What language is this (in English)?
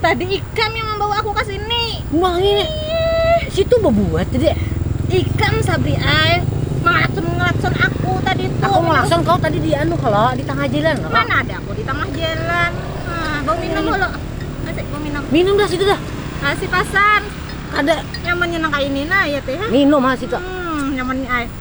Banjar